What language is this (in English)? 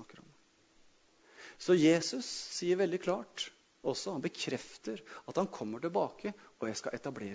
Norwegian